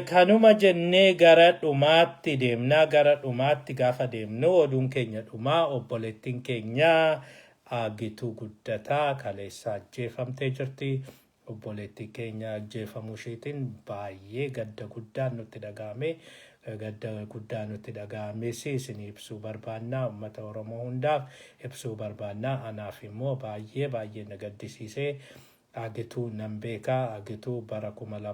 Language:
Oromo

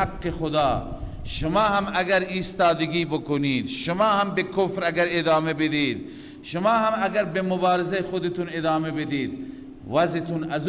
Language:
Persian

